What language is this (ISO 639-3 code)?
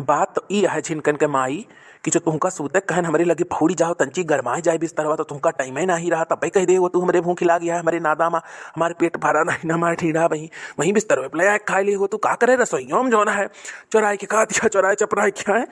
awa